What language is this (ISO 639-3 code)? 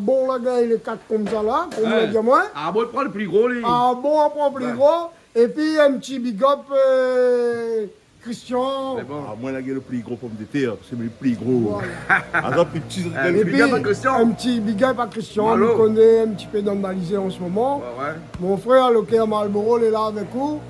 rcf